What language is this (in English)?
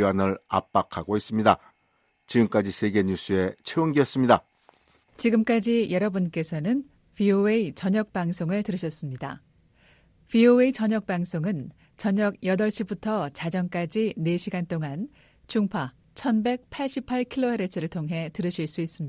Korean